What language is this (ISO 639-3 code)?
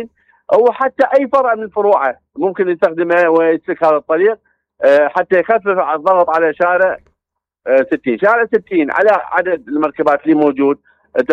acm